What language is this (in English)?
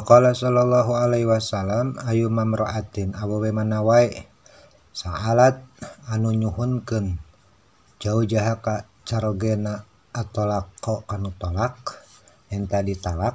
Sundanese